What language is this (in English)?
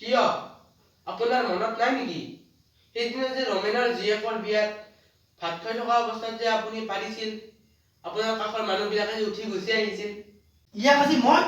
Assamese